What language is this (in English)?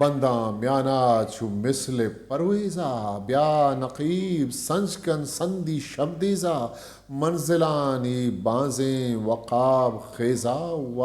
Eastern Balochi